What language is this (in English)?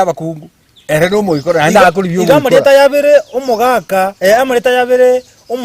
Gusii